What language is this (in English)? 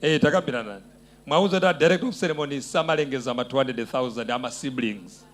Nyanja